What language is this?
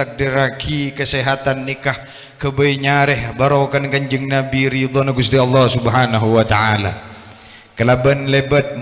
Madurese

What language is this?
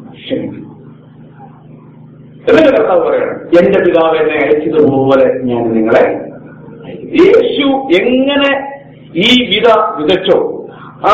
Malayalam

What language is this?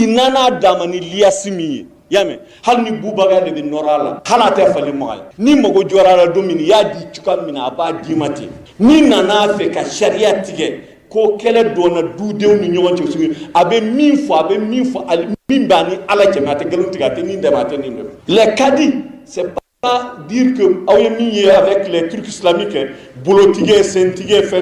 Bambara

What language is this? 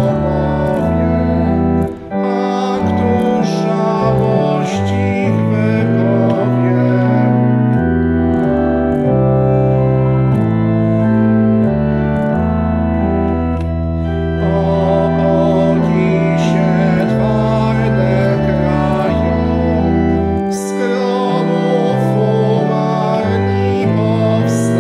Polish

